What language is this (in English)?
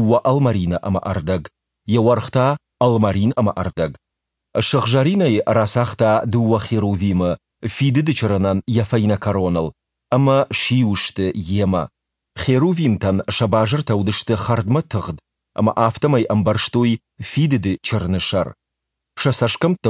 Ossetic